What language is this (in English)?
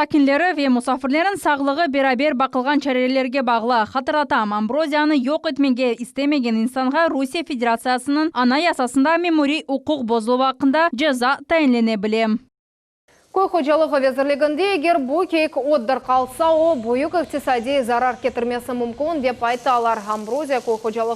Crimean Tatar